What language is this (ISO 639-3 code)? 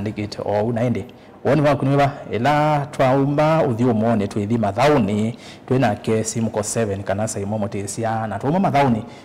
kam